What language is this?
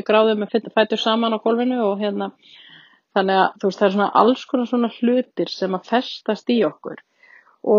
Icelandic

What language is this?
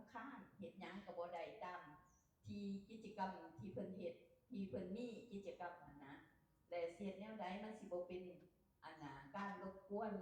Lao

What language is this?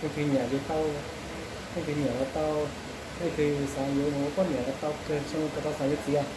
Hmong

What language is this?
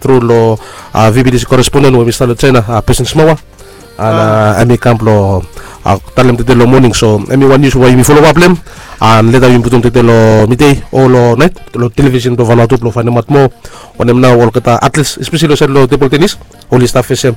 Bislama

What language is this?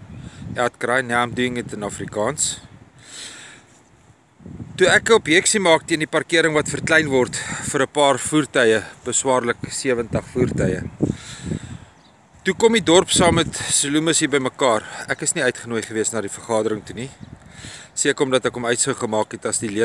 Afrikaans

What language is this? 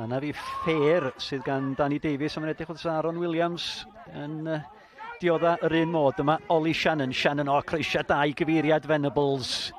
Welsh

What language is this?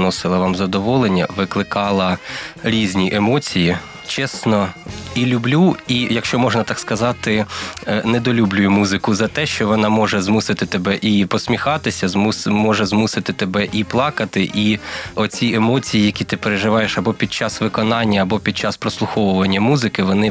Ukrainian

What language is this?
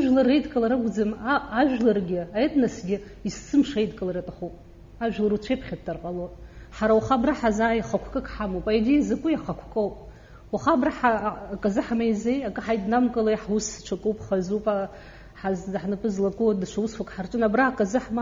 Abkhazian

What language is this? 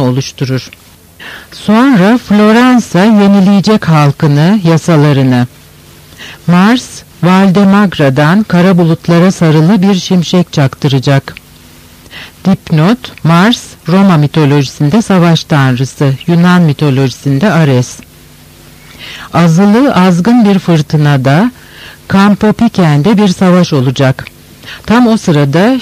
Turkish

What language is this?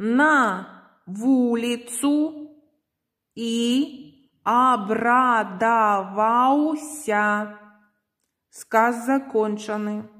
Belarusian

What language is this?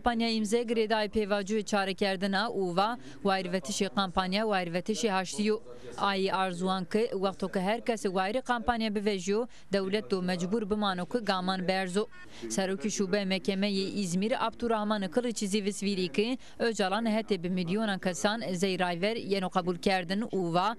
Zaza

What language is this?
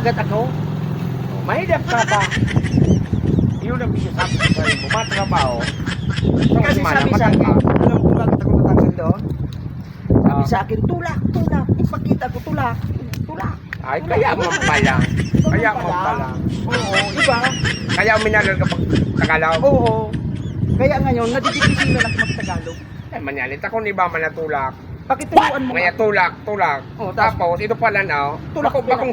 Bikol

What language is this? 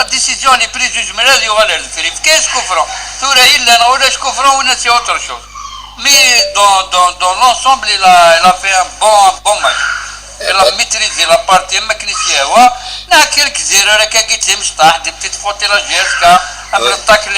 Kabyle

